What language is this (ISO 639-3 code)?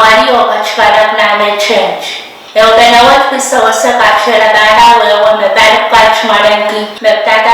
pon